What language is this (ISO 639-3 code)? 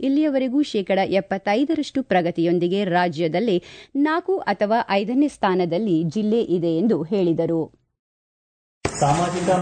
kan